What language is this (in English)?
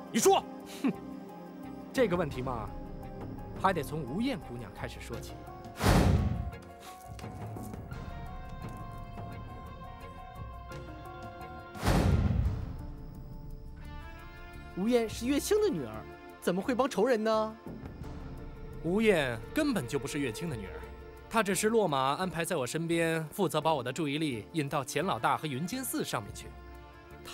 Chinese